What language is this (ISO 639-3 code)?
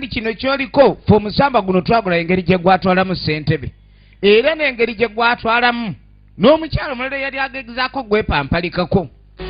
lug